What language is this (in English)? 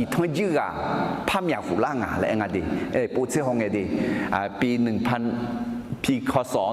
Akha